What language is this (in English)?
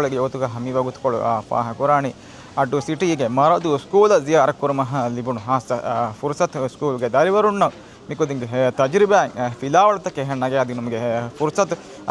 Divehi